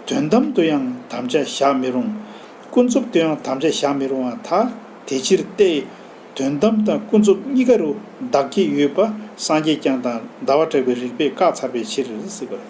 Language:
Tibetan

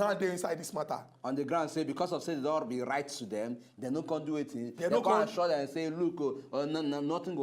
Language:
Nigerian Pidgin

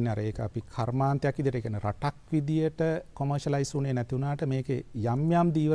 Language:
Sinhala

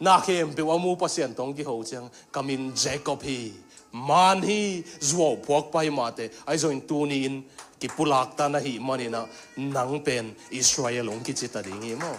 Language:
Tedim Chin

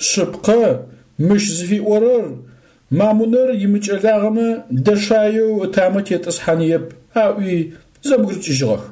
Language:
Adyghe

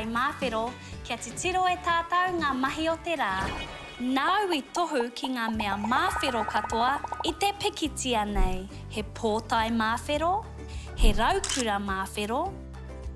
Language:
Māori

